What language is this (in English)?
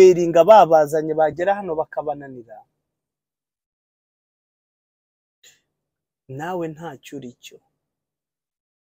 Kinyarwanda